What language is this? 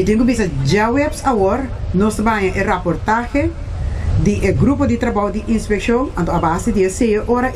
Papiamento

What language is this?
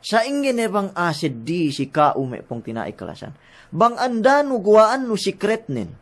Yakan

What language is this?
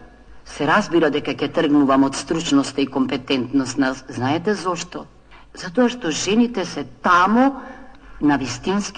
Macedonian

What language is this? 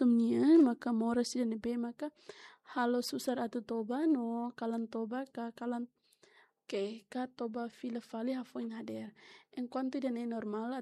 Tetum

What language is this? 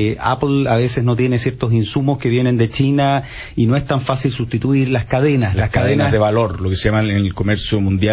Spanish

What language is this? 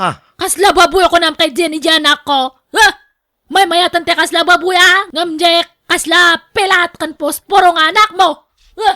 Iloko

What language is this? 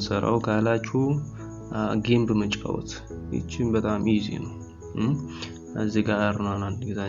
Amharic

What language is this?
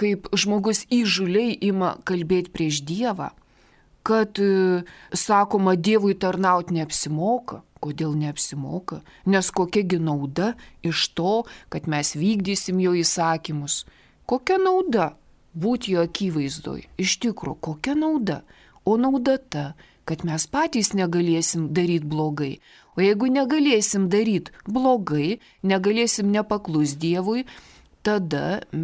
Lithuanian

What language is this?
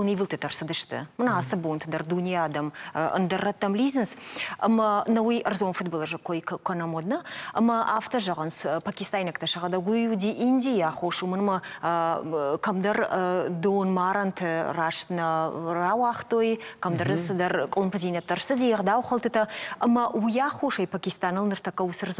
Ossetic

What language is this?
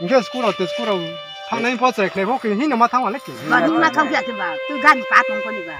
Riang (India)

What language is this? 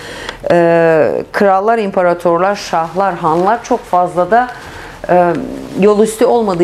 Turkish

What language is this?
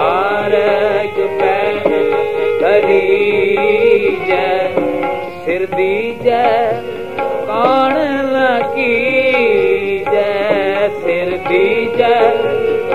Punjabi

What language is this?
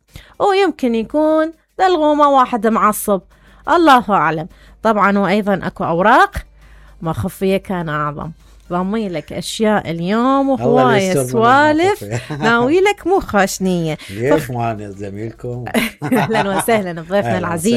Mesopotamian Arabic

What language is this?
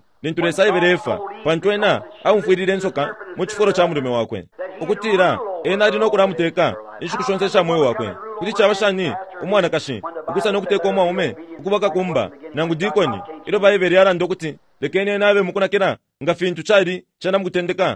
Bemba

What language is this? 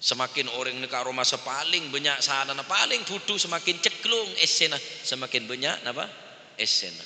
Madurese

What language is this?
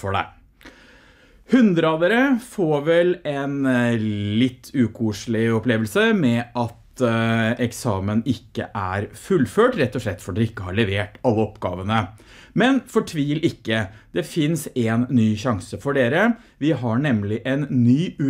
Norwegian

